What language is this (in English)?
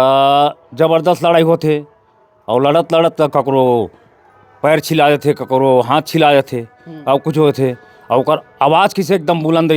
Chhattisgarhi